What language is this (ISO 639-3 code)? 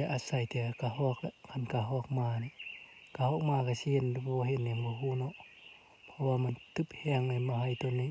lao